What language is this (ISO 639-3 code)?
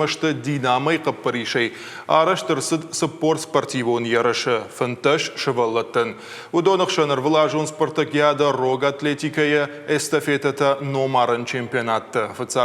oss